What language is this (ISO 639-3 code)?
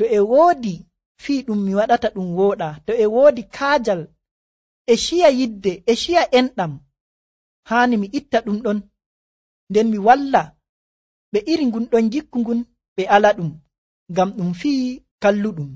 fuv